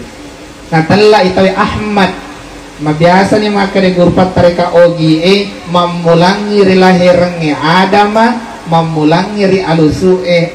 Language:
Buginese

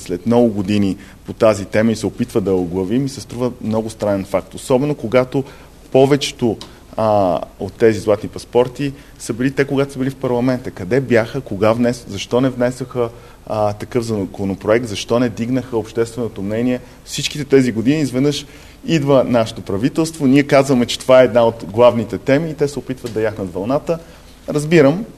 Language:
Bulgarian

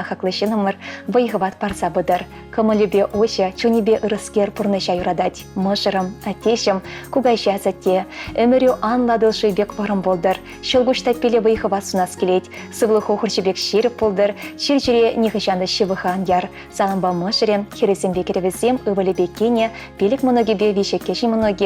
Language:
Chuvash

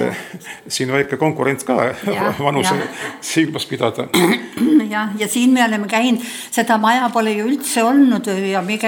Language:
Estonian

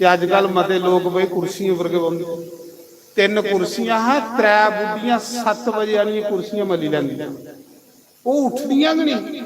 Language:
Dogri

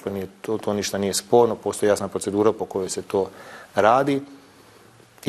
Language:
Bosnian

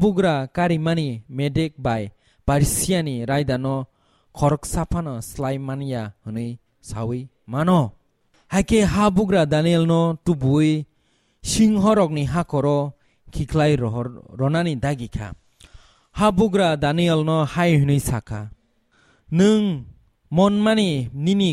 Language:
Kok Borok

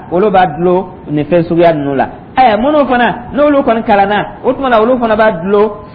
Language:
Dyula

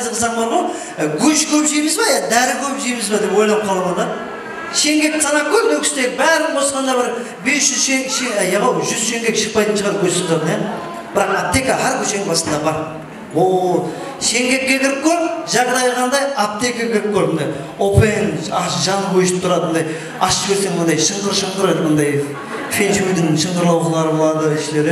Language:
Kara-Kalpak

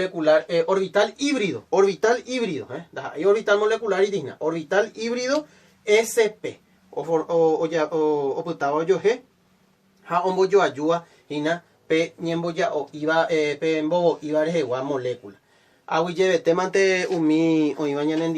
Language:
Guarani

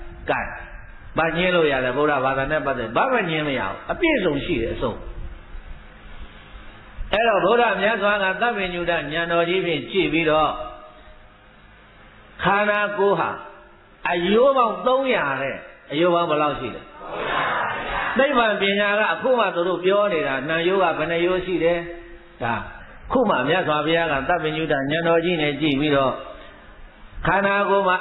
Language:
Burmese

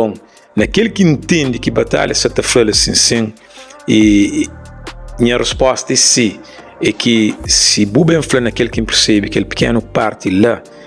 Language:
Kabuverdianu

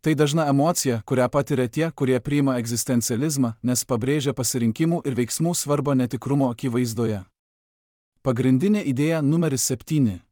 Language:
Lithuanian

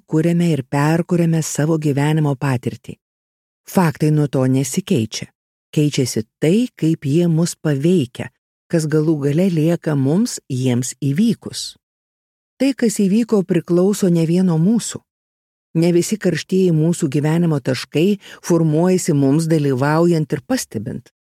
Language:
Lithuanian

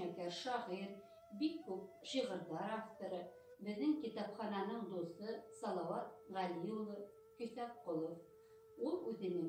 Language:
Bashkir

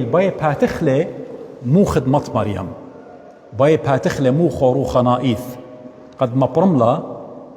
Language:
Assyrian Neo-Aramaic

